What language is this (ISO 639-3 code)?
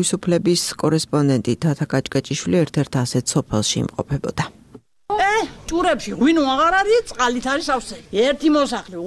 kat